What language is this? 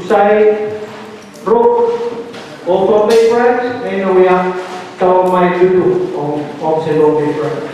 Pohnpeian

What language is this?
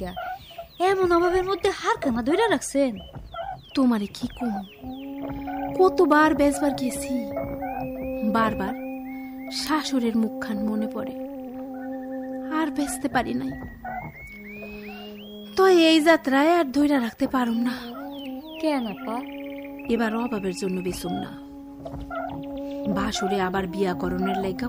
Bangla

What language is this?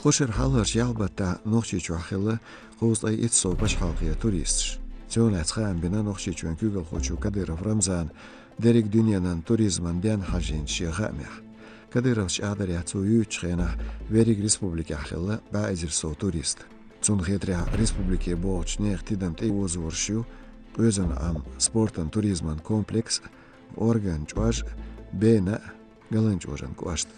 Chechen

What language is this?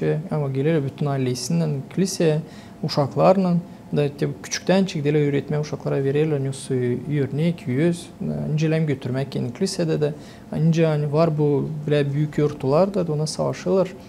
Gagauz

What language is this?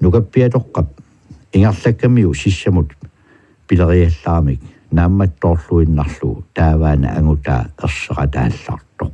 Kalaallisut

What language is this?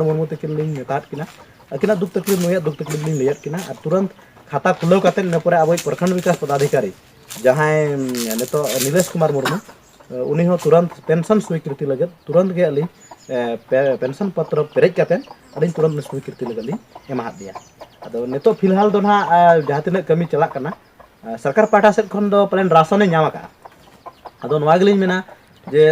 Santali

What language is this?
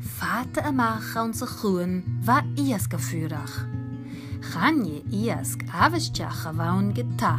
Scottish Gaelic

